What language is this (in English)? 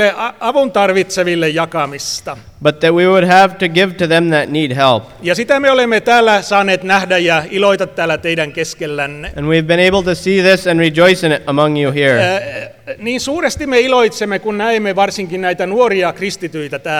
Finnish